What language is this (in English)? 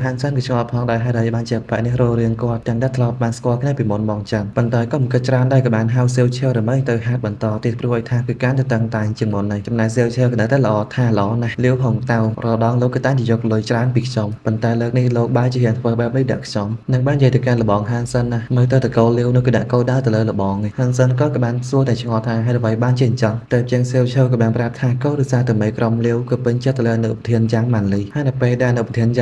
Khmer